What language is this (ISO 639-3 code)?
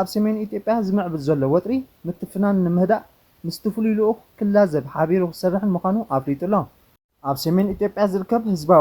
tir